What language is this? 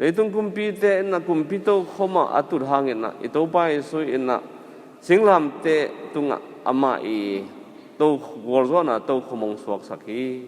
Tedim Chin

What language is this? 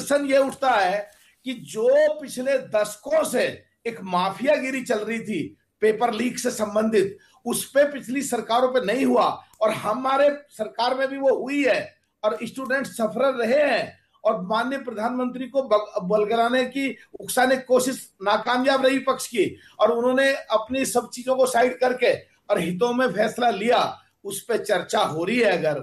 Hindi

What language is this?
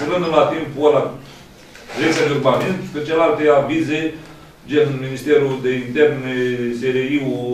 Romanian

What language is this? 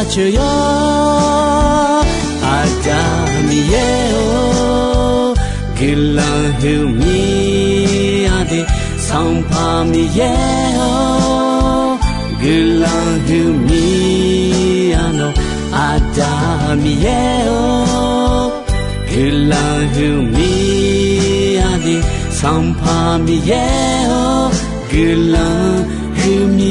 Akha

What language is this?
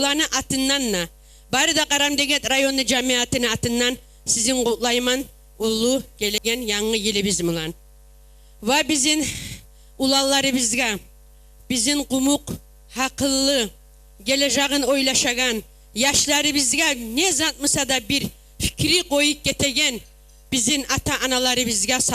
Kumyk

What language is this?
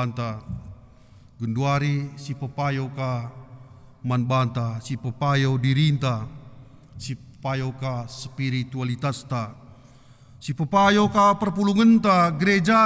Batak Karo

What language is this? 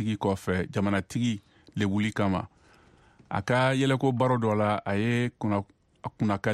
Bambara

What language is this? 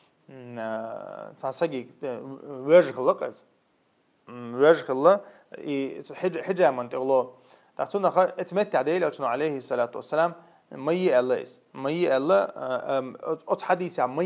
Chechen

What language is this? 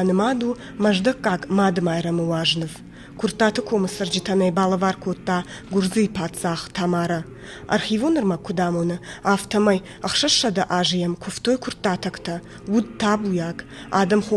Ossetic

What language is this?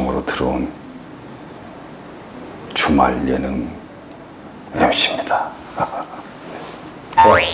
Korean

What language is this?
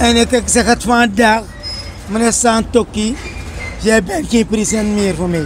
Sranan Tongo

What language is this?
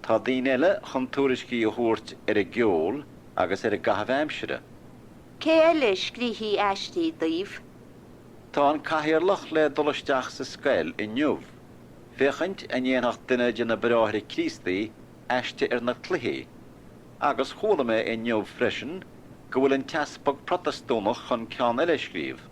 Irish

